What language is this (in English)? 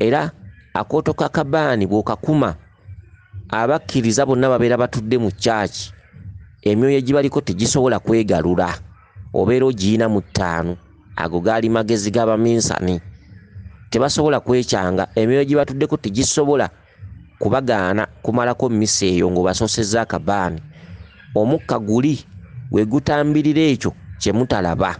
Ganda